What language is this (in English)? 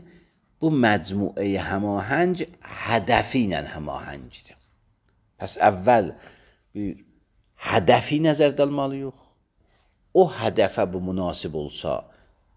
Azerbaijani